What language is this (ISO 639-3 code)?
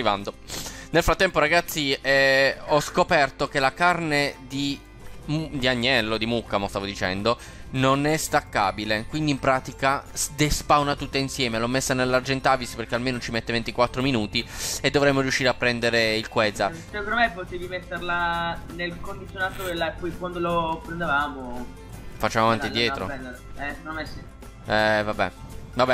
ita